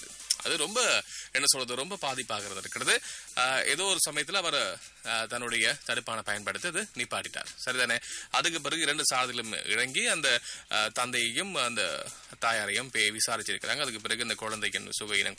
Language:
Tamil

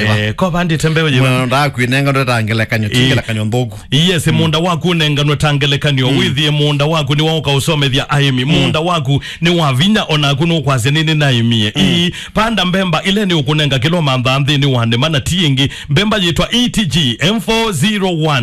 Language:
Kamba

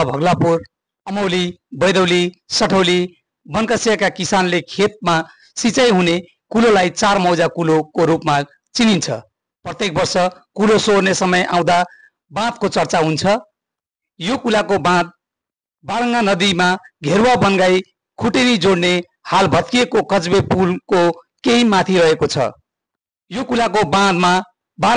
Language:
Nepali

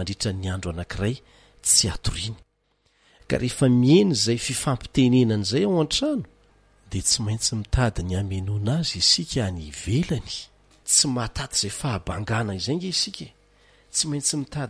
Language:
Malagasy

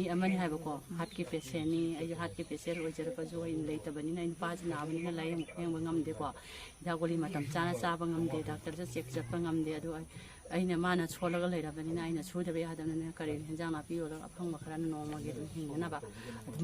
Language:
Manipuri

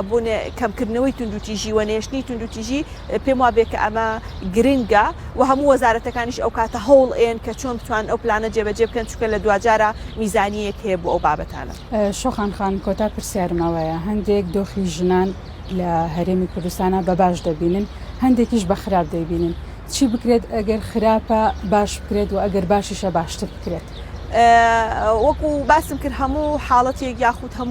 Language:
Central Kurdish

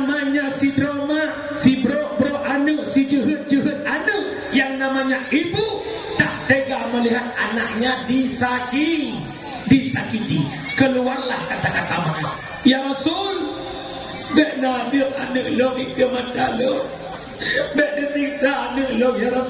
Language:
Achinese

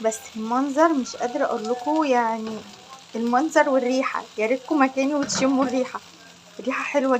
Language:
Egyptian Arabic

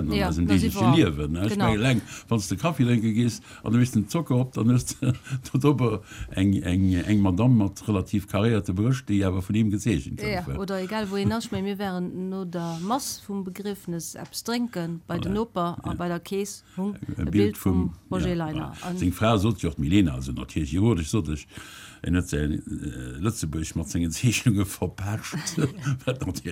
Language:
Luxembourgish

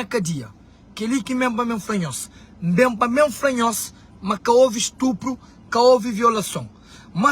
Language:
Kabuverdianu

